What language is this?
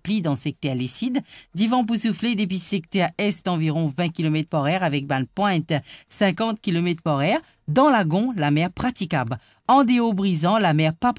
Morisyen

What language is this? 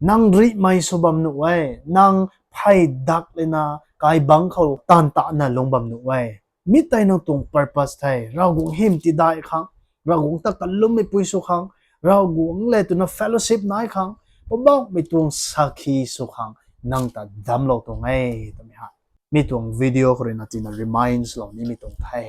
Rongmei Naga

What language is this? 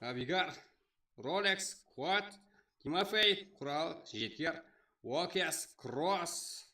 Kara-Kalpak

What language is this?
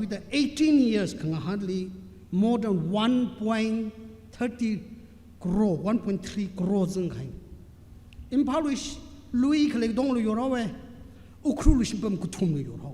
Tangkhul Naga (India)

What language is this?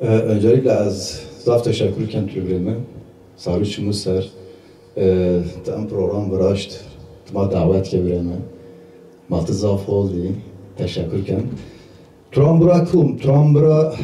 Zaza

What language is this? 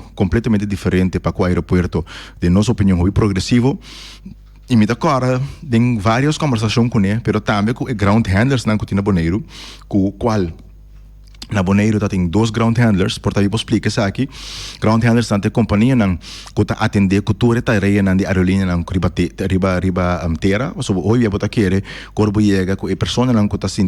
Papiamento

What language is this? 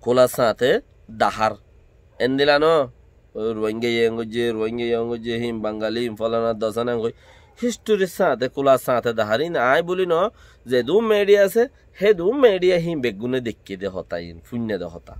Rohingya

